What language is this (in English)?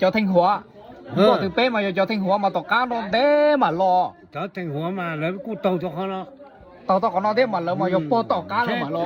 Hmong